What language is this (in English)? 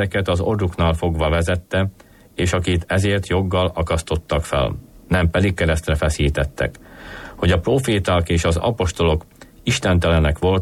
Hungarian